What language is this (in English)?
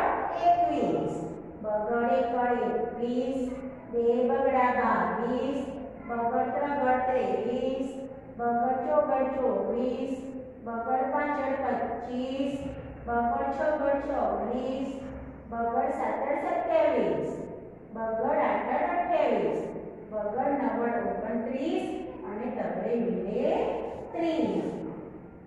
Gujarati